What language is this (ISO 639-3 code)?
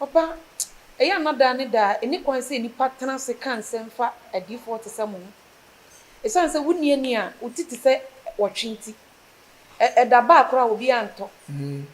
aka